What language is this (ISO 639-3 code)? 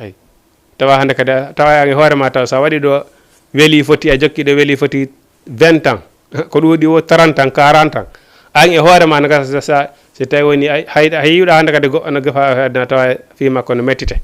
ful